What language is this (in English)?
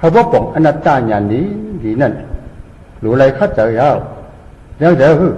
Shan